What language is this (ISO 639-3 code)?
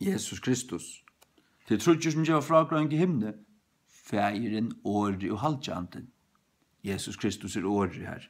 fao